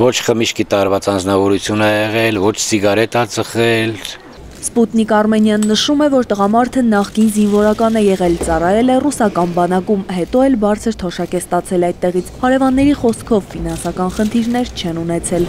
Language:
Armenian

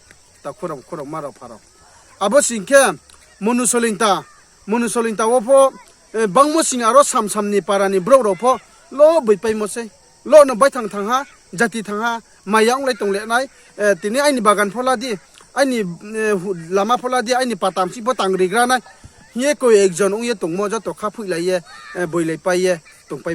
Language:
Riang (India)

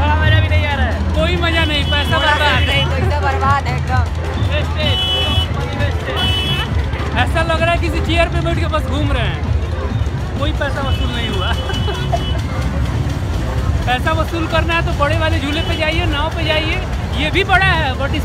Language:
Hindi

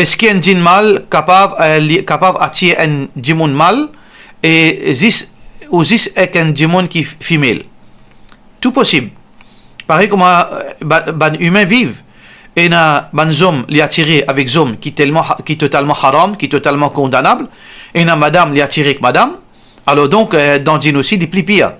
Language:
Morisyen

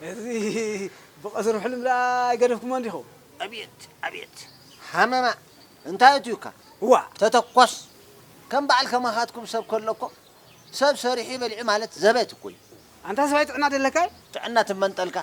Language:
Tigrinya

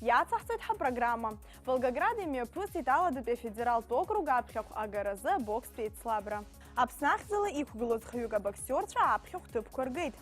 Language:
Abkhazian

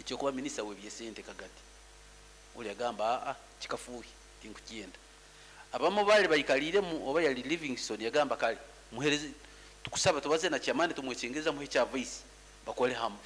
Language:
Nyoro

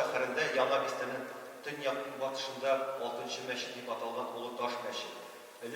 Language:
Tatar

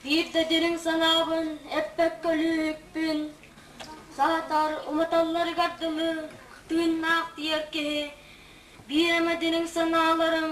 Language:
Yakut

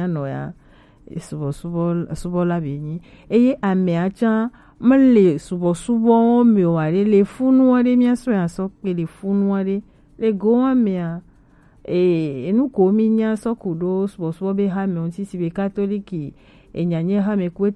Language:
Gen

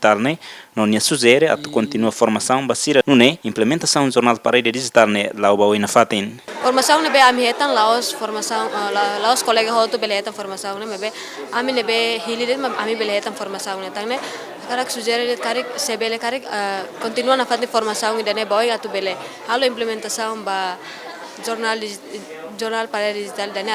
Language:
Tetum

